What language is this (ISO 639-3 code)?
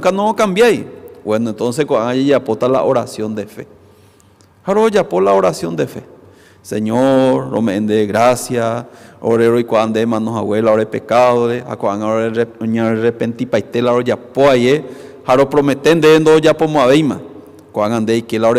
grn